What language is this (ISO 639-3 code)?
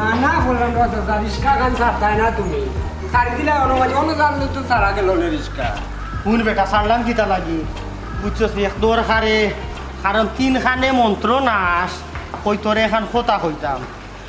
syl